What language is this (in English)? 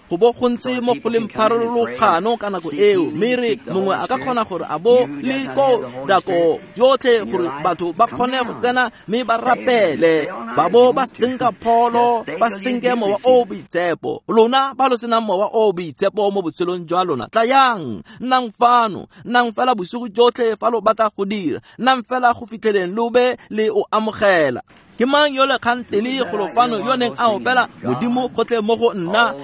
Tswana